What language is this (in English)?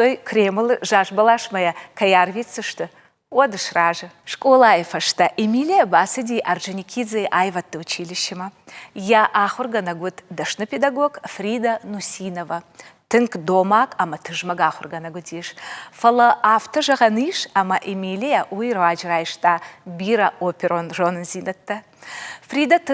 Ossetic